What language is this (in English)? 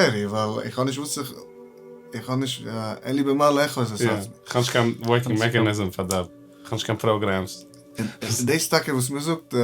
Yiddish